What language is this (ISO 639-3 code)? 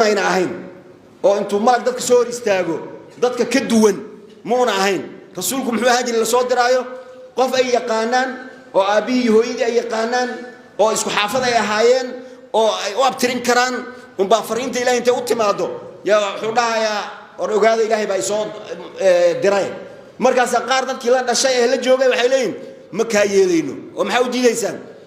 som